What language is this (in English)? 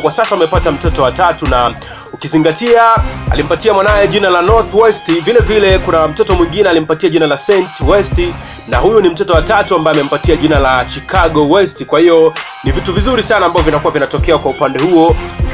Swahili